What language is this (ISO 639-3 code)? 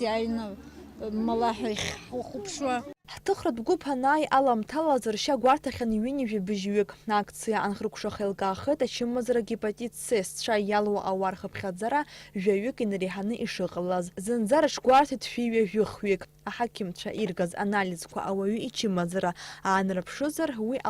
abk